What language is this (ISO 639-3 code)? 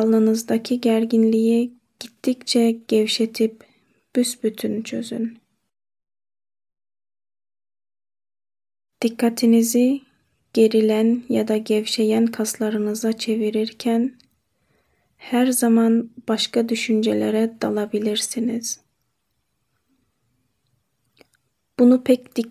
tur